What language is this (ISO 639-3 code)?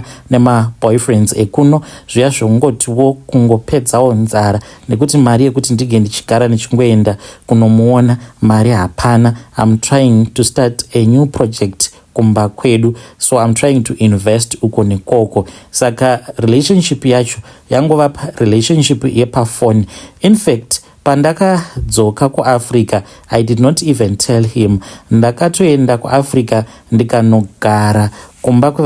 sna